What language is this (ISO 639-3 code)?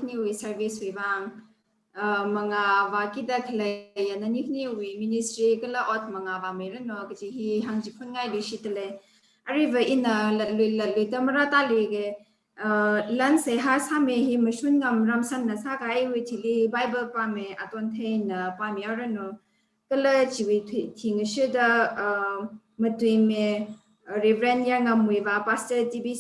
nmf